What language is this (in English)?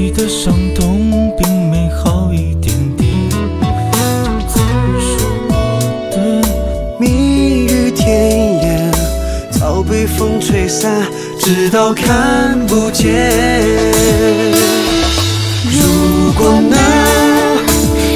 Chinese